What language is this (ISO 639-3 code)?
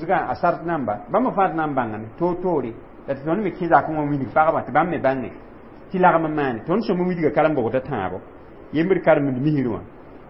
mos